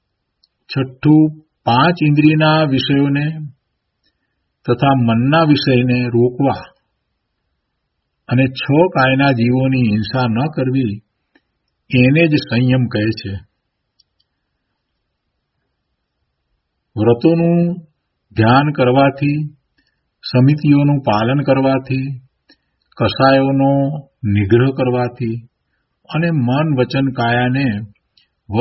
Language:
Gujarati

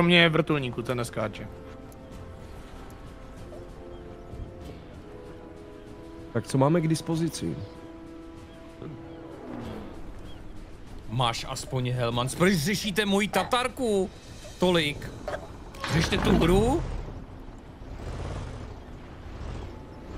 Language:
Czech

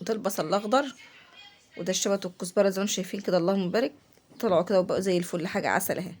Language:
Egyptian Arabic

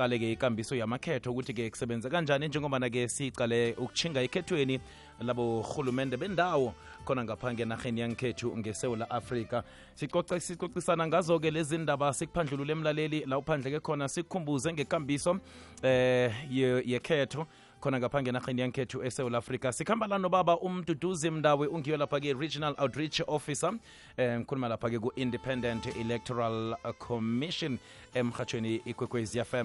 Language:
South Ndebele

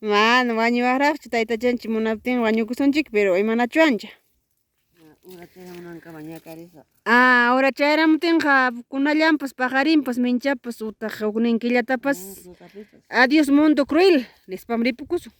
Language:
Ayacucho Quechua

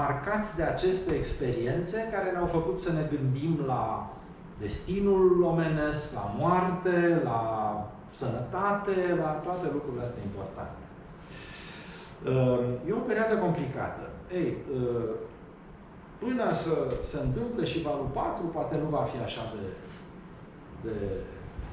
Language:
Romanian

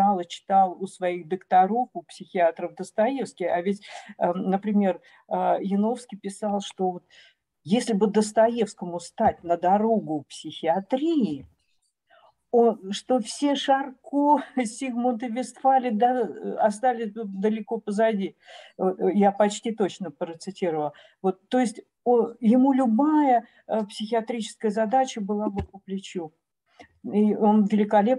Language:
Russian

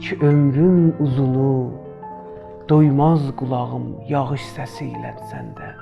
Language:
South Azerbaijani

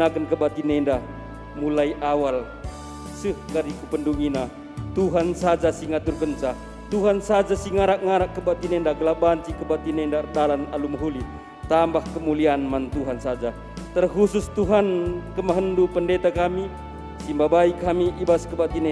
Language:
Batak Karo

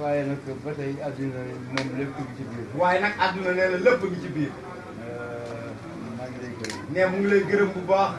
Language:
Wolof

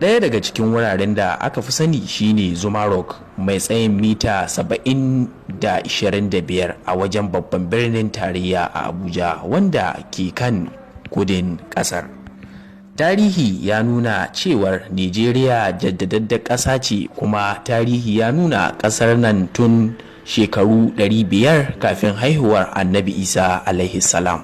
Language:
Hausa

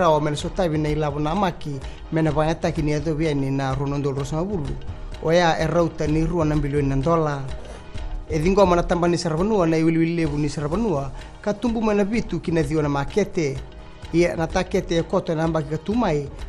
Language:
Fijian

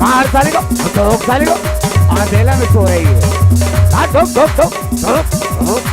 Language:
Chhattisgarhi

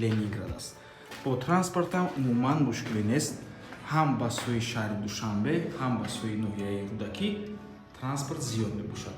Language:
Tajik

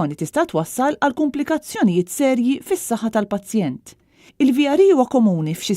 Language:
Maltese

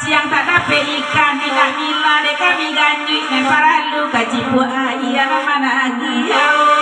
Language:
Minangkabau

